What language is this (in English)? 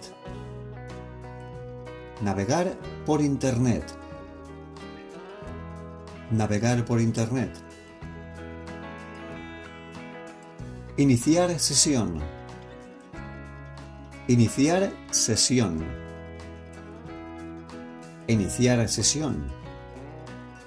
Spanish